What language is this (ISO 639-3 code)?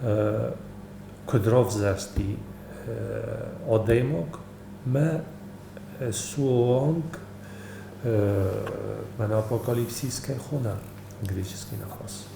oss